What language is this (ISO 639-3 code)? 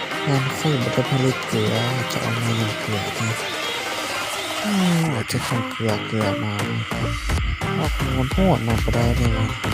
lao